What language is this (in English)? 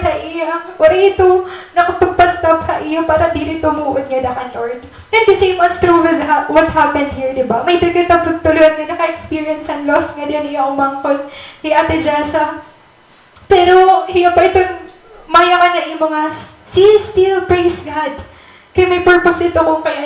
Waray